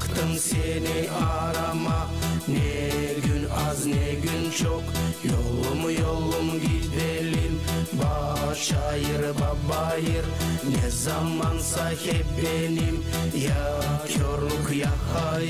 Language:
Gagauz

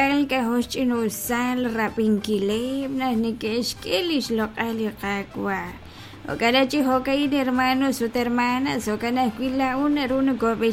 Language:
Kekchí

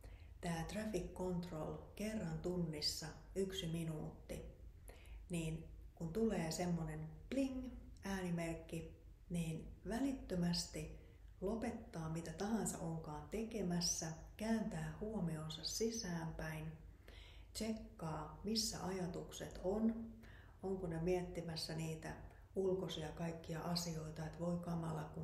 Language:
Finnish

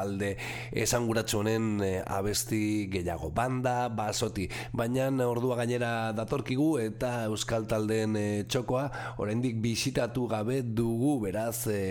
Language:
Basque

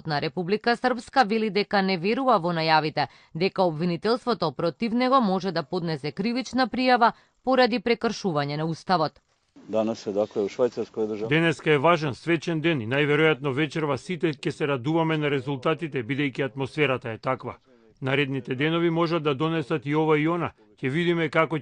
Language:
Macedonian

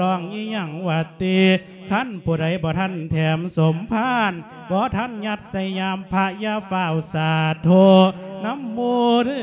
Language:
Lao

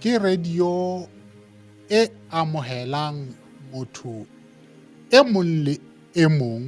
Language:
Southern Sotho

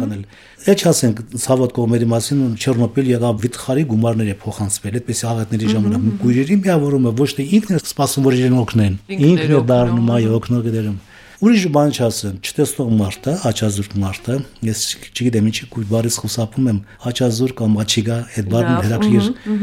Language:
Armenian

